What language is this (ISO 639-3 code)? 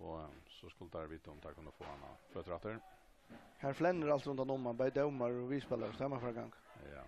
fao